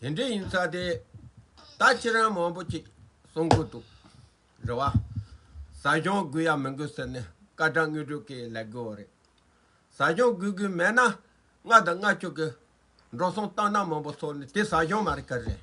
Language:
Tibetan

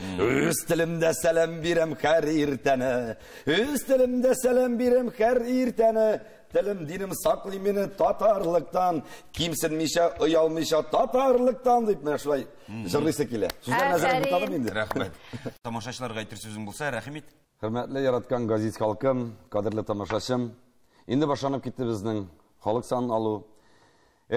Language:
Tatar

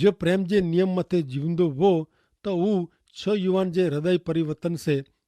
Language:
Kachhi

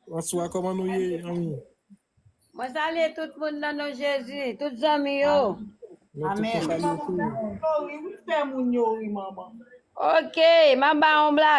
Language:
Haitian Creole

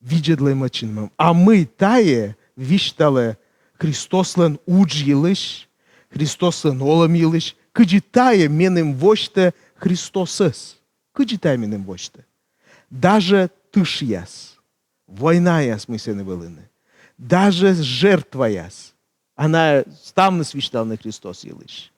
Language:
Komi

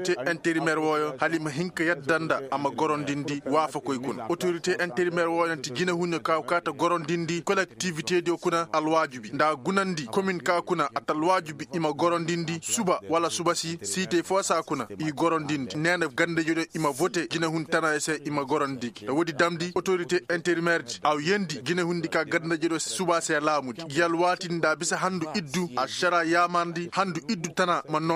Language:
Koyraboro Senni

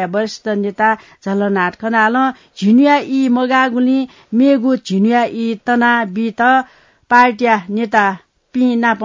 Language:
Newari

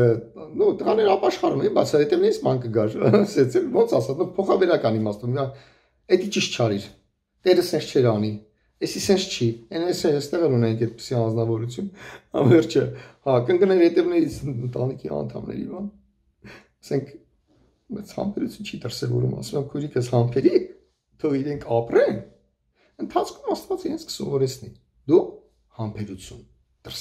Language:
Armenian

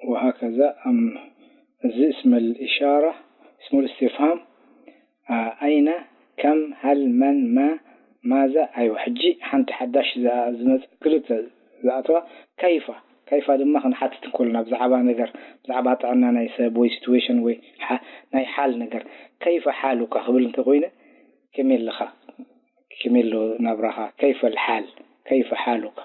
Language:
Tigrinya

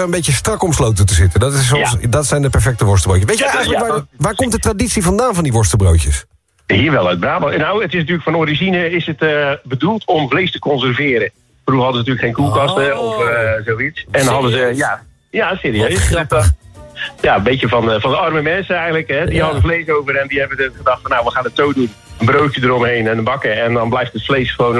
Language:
Dutch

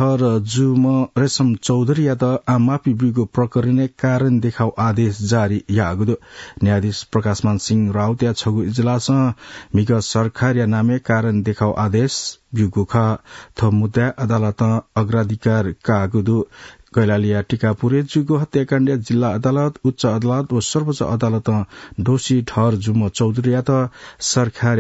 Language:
Newari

